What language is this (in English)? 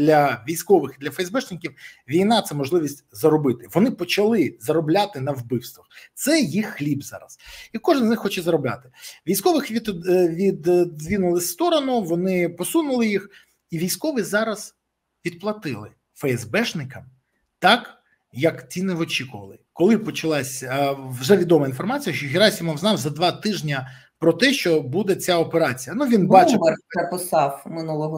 Ukrainian